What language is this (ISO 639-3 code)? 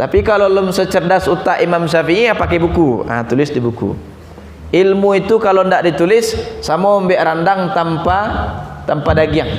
min